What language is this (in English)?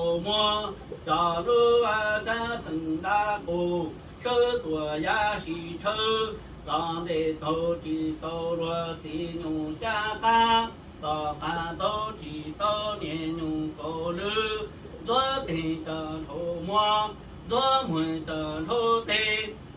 Hmong